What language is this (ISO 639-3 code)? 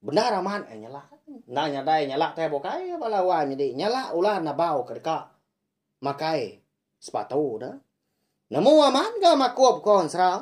iba